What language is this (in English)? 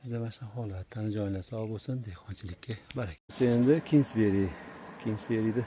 Uzbek